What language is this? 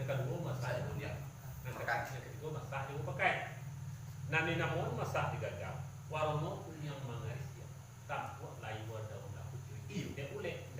Minangkabau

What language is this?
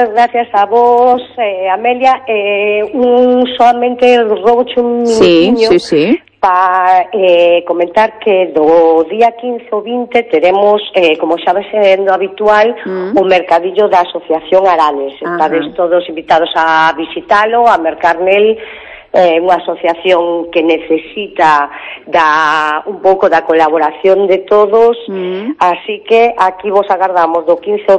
Galician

